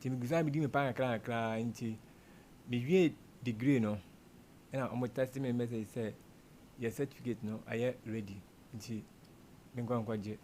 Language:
Akan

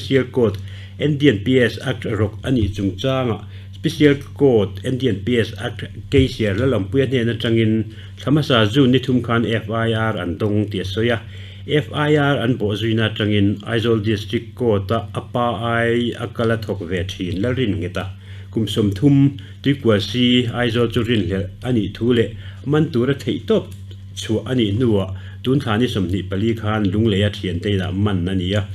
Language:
Mizo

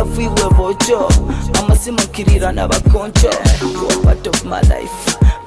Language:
Nyoro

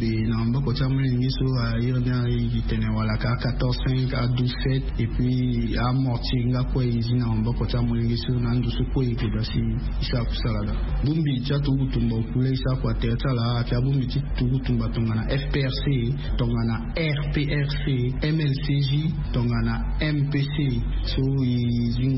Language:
Sango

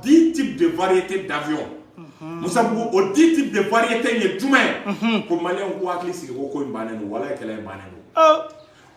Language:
Bambara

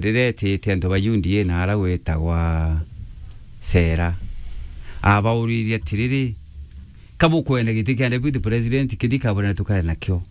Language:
Meru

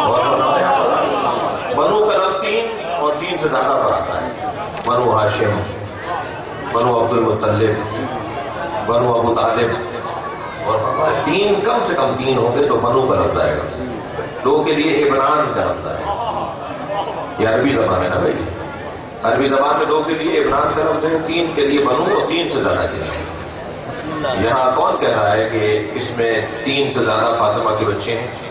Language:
Urdu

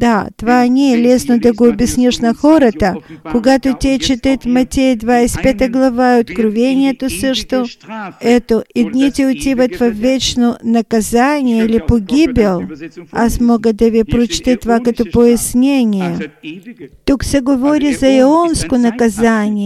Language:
Bulgarian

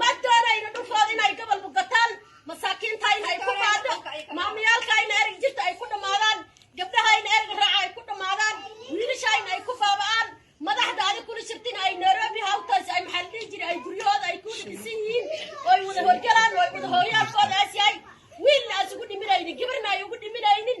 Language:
Somali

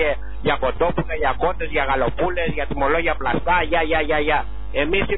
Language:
Greek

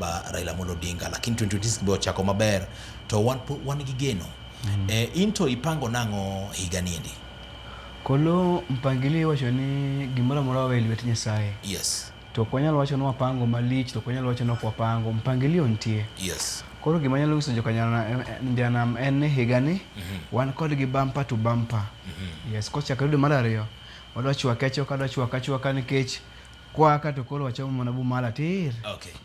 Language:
Luo (Kenya and Tanzania)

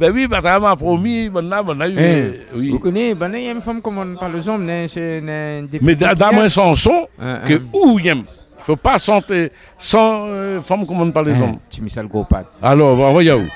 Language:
Réunion Creole French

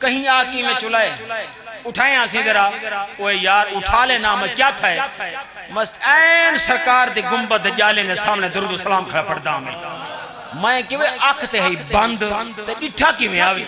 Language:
Saraiki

